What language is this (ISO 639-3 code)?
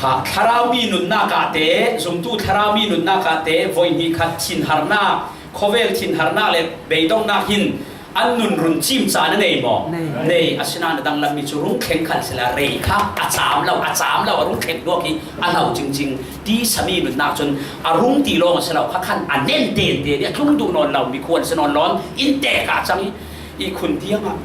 cfm